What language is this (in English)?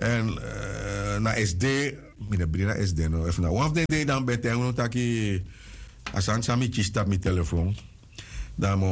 Sranan Tongo